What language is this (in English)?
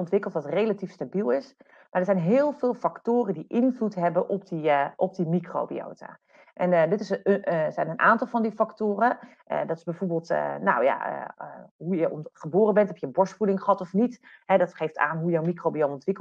Dutch